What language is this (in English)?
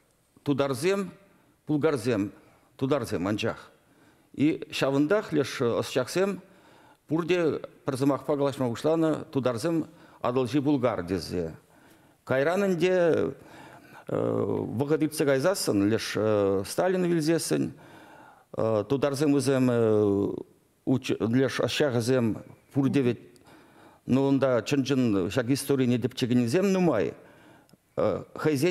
Chuvash